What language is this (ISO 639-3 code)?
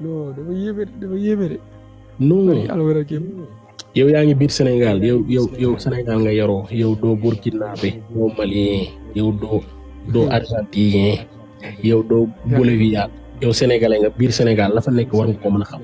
wol